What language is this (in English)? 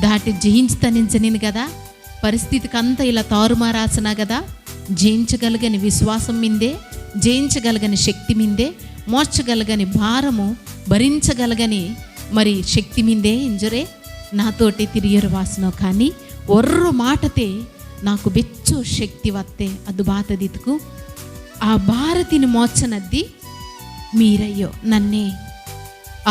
Koya